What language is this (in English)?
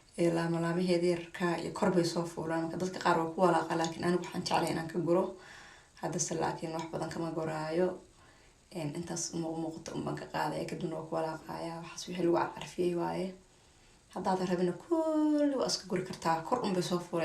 Somali